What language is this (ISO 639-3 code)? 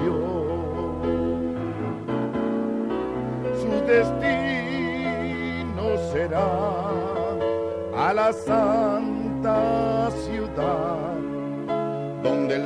spa